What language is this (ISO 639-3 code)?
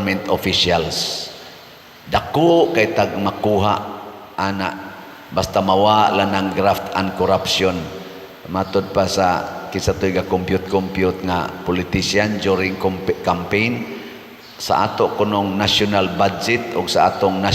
ceb